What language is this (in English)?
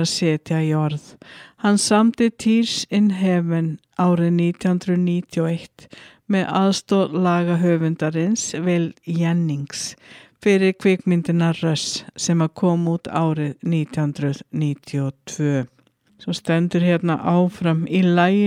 Icelandic